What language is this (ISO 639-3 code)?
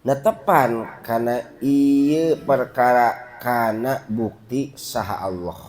sun